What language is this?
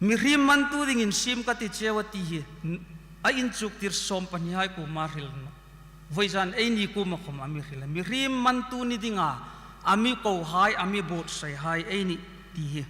Hmar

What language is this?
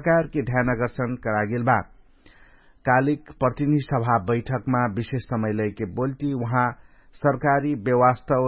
Bhojpuri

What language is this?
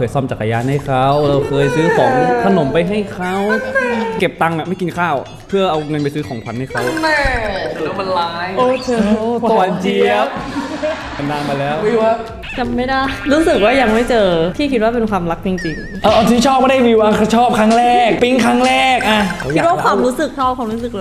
Thai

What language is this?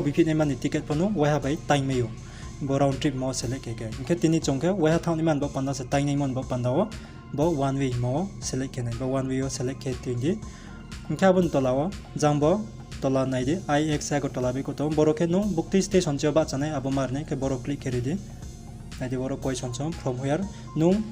Riang (India)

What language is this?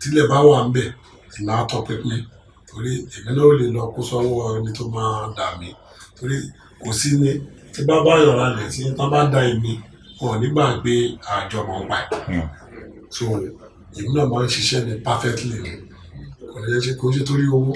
Yoruba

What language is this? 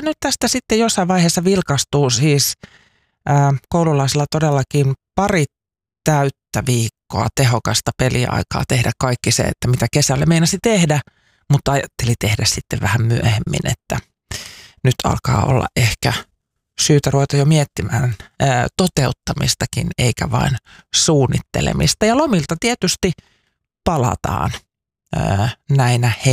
Finnish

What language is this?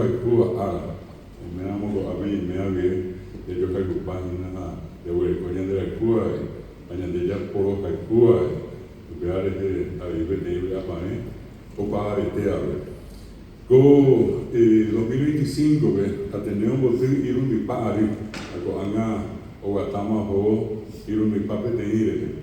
Guarani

